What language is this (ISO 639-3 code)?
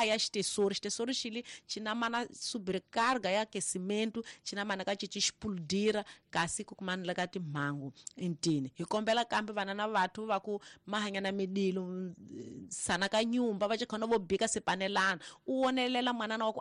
tso